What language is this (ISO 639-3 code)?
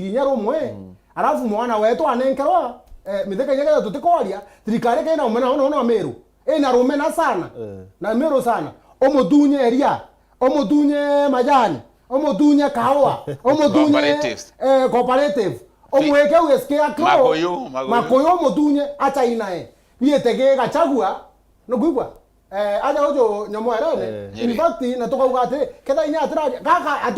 mer